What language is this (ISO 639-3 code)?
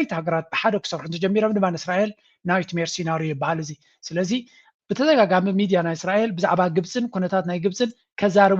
tir